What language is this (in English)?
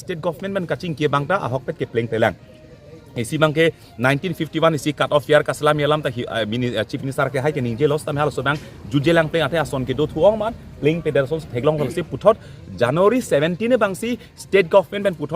Karbi